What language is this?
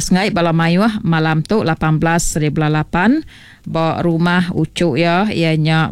Iban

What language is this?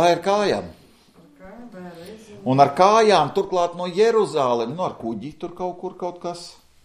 Latvian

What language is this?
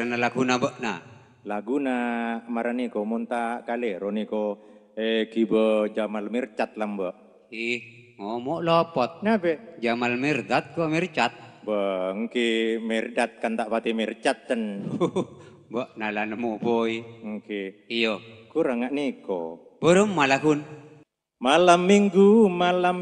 Madurese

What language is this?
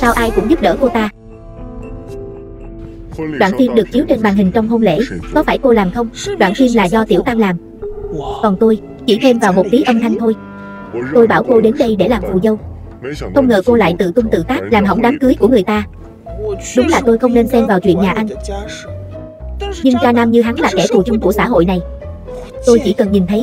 Vietnamese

